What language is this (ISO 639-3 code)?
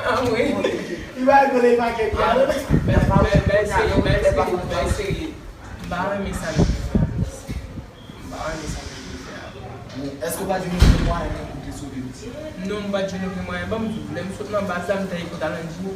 hat